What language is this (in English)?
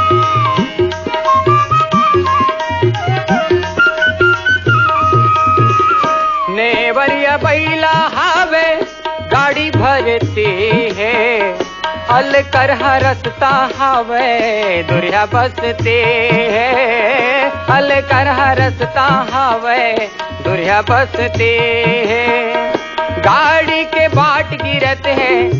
Chhattisgarhi